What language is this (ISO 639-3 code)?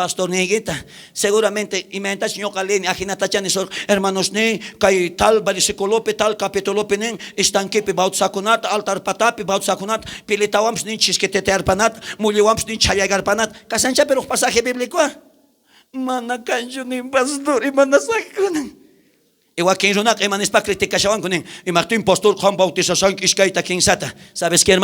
quh